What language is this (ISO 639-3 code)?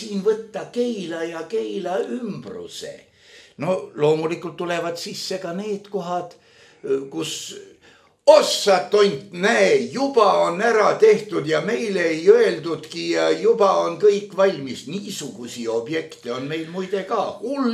est